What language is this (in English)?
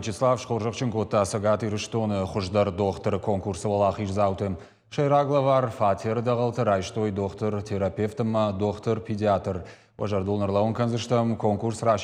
Ossetic